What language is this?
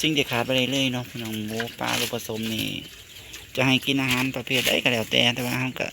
Northeastern Thai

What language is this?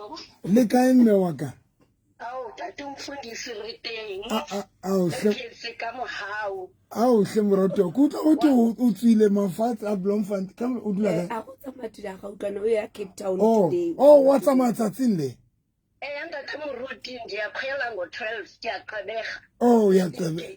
Southern Sotho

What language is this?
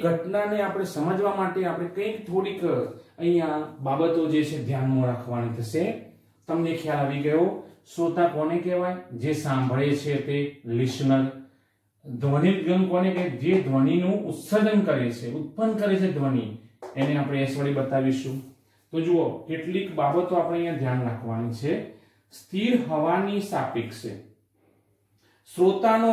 Gujarati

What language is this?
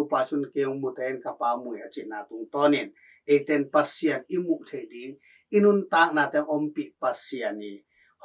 Tedim Chin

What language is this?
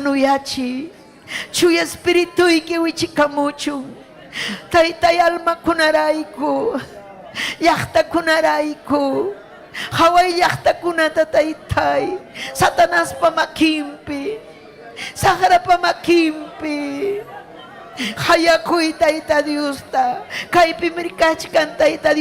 Ayacucho Quechua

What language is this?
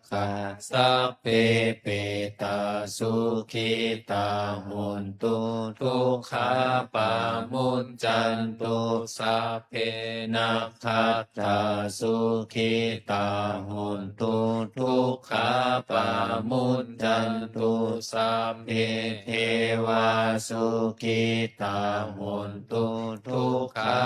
Pali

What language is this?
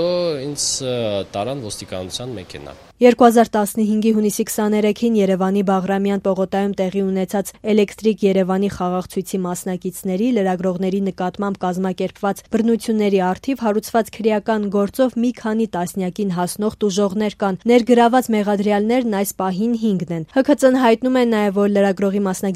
Armenian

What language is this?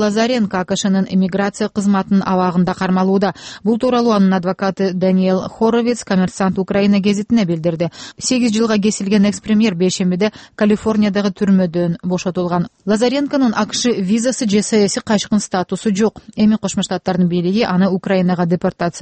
Kyrgyz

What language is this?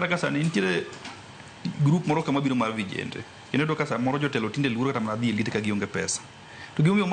Luo (Kenya and Tanzania)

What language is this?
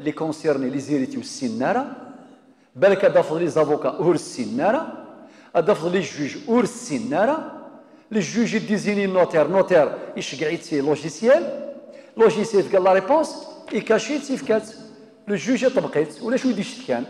Kabyle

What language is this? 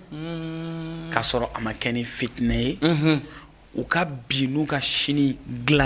Bambara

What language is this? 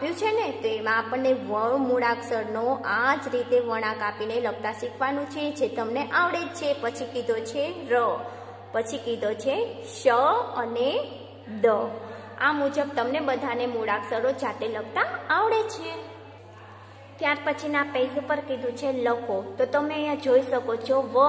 Gujarati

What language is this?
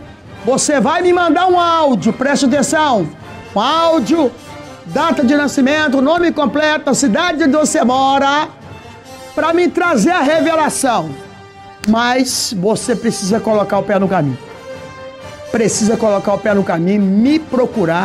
Portuguese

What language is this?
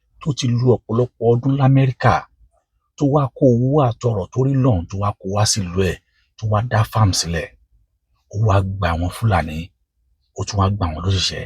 Yoruba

